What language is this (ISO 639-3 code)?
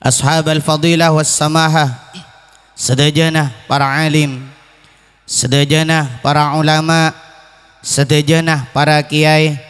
mad